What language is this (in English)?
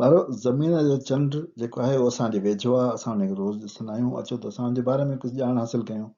Sindhi